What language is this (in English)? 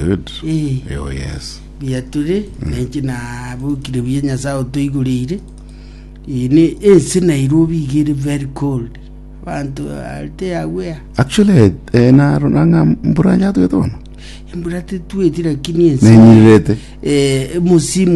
Gusii